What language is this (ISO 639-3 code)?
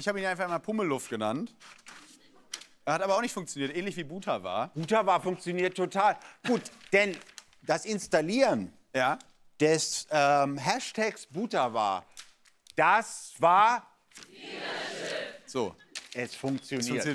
deu